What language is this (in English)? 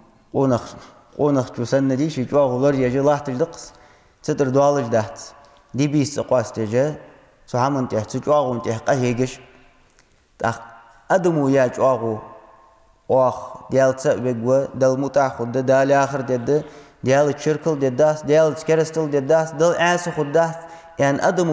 Ingush